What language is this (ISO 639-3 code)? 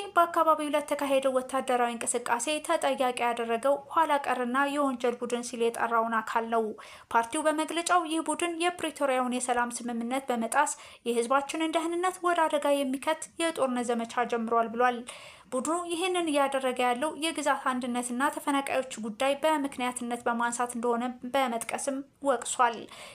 amh